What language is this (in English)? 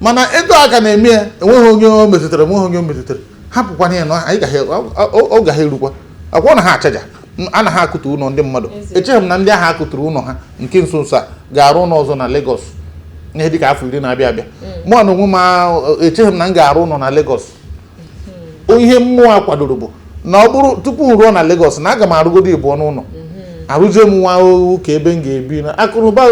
Igbo